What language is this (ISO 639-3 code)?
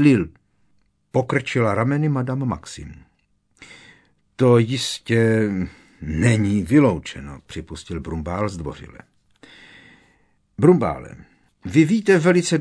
ces